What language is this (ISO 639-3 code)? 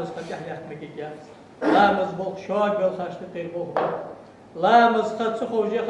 inh